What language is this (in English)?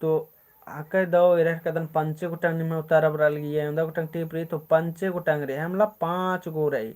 Kurukh